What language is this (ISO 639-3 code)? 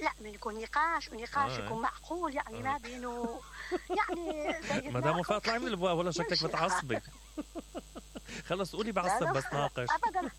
acm